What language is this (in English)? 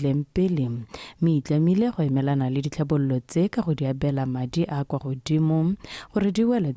Tswana